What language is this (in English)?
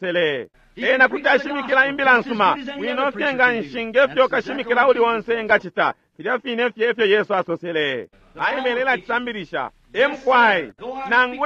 Bemba